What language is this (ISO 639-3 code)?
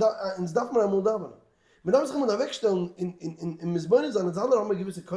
yid